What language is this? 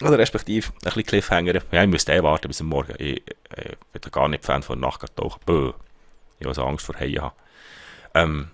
Swiss German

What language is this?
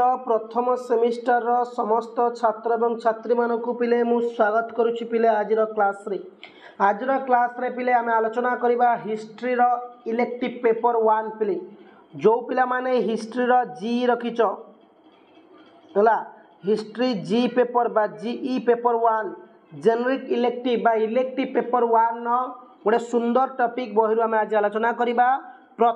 Odia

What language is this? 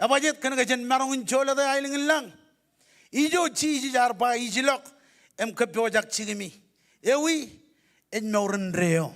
Marshallese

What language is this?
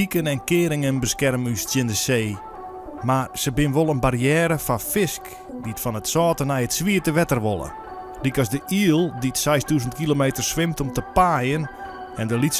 Western Frisian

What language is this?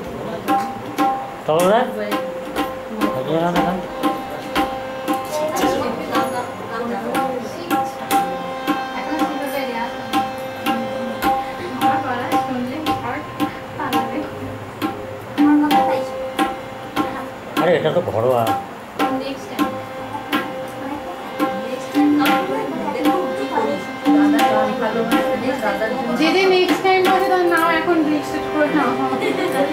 Bangla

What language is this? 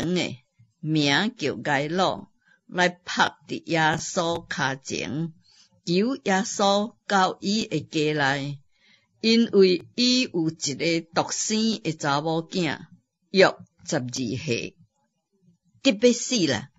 Min Nan Chinese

